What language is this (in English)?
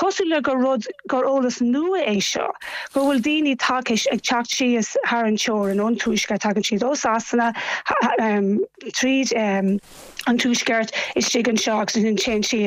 Irish